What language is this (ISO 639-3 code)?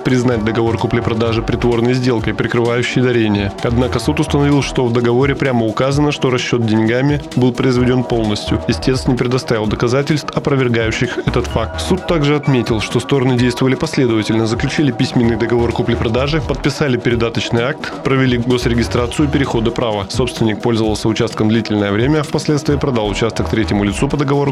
rus